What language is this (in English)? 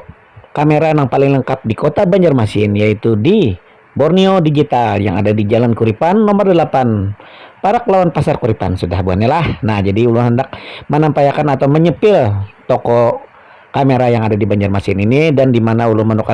Banjar